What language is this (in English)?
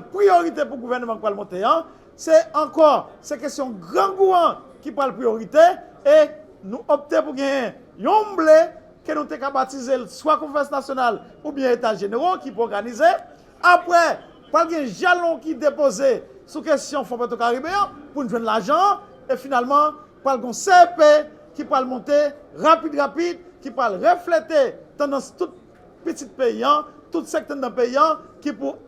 Haitian Creole